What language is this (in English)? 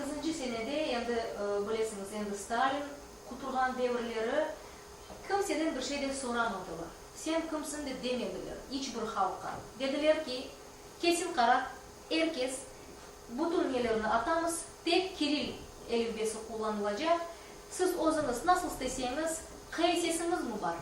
Crimean Tatar